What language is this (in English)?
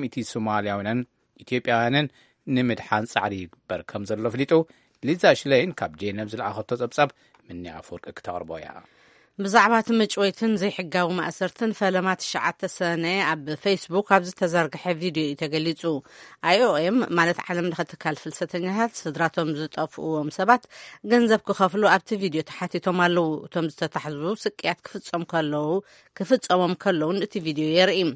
Tigrinya